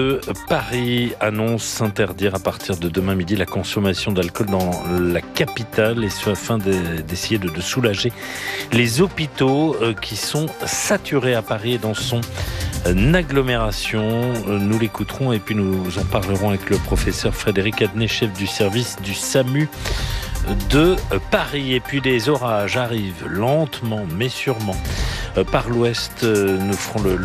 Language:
French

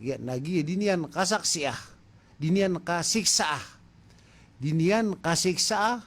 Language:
Maranao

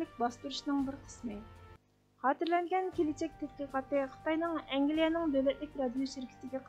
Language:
Uyghur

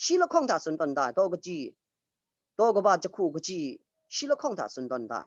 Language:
Kachin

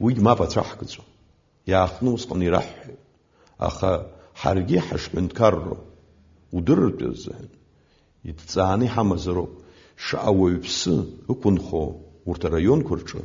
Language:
Abkhazian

